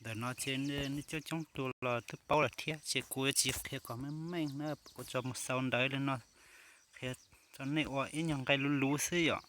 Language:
Hmong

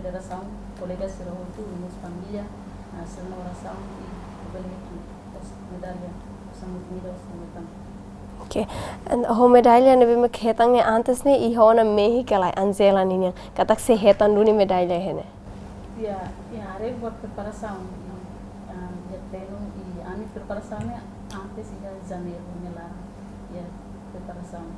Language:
Tetum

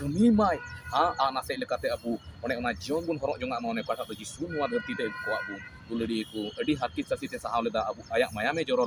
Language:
Santali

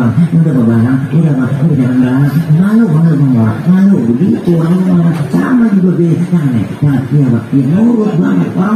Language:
Betawi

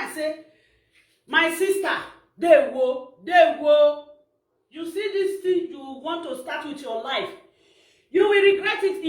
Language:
Nigerian Pidgin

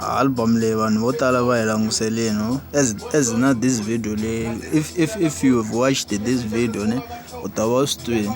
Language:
Tsonga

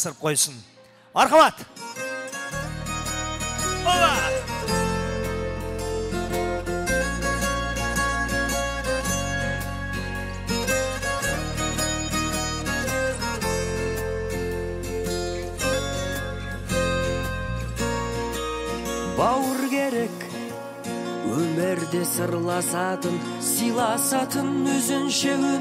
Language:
Kara-Kalpak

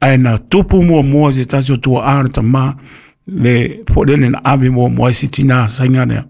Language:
Samoan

